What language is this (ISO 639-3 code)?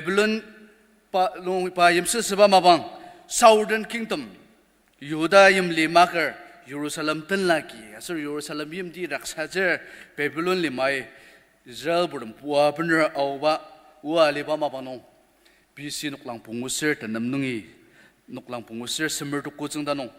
njo